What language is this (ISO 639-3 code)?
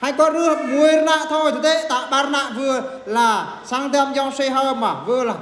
bru